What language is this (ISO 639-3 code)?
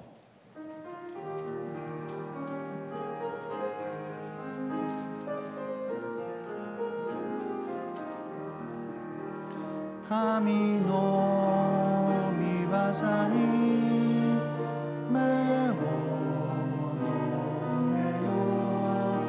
jpn